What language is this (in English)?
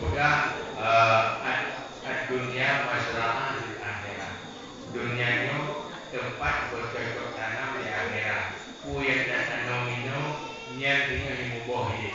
Achinese